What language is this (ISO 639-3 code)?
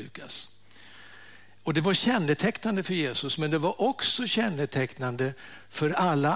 swe